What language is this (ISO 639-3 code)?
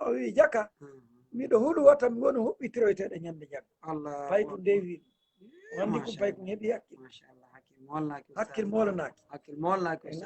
ful